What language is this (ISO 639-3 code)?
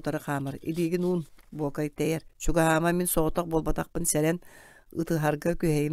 sah